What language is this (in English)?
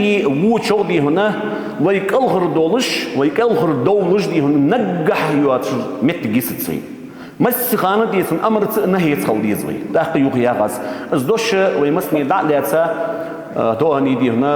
Ingush